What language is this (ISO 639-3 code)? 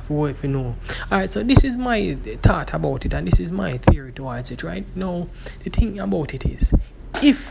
jam